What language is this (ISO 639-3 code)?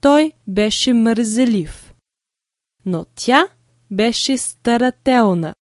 bul